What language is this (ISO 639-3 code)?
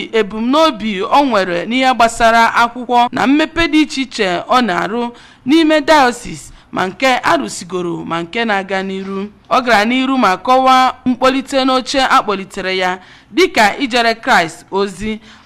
ibo